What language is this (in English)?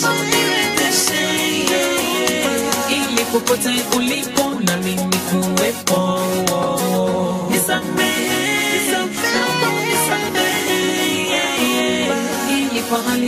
Swahili